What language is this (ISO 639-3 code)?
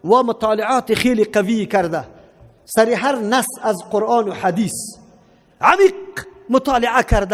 fas